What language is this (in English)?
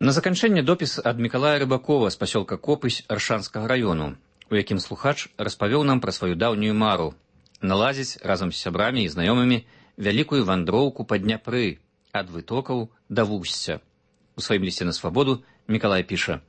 Belarusian